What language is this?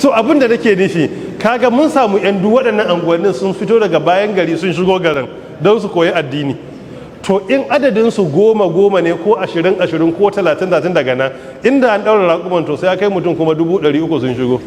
Hausa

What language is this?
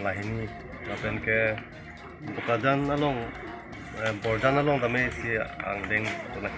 Karbi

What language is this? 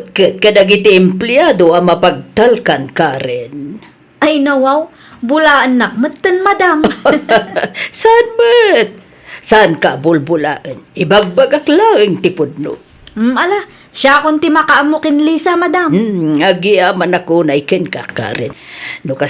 Iloko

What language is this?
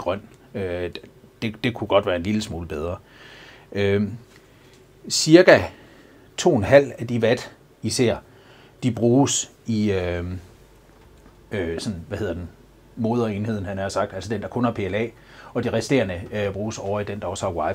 Danish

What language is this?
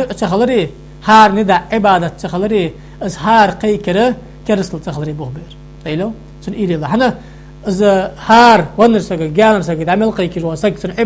Ingush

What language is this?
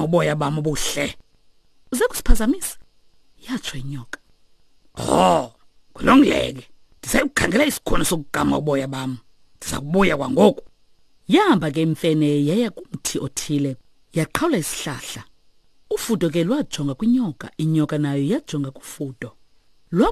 Xhosa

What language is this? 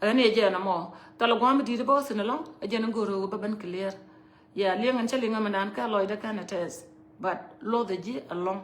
Nuer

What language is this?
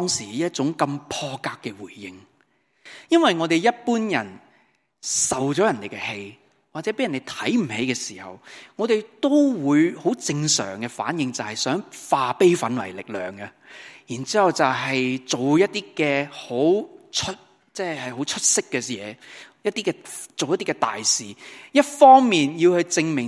Cantonese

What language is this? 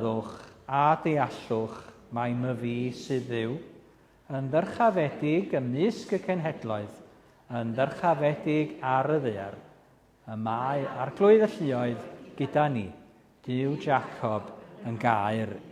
Welsh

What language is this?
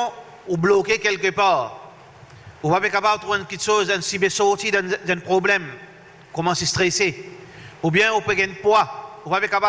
Morisyen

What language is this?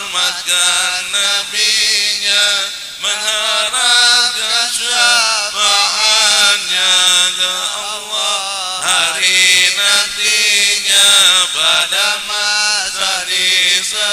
Betawi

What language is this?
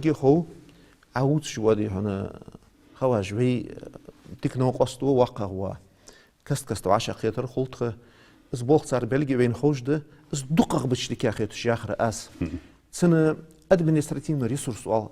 Ingush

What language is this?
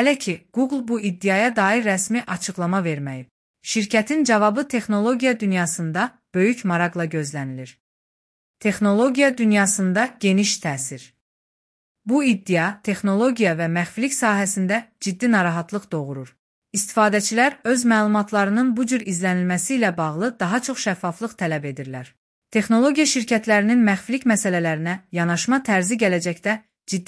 Azerbaijani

